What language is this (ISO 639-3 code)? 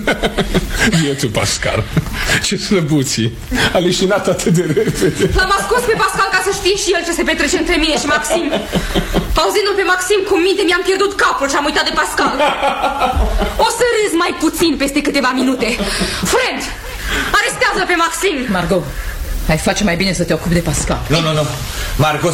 ron